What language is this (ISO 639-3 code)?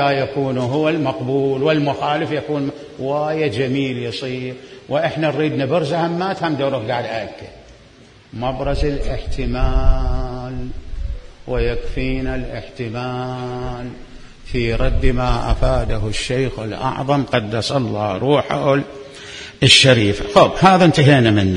acm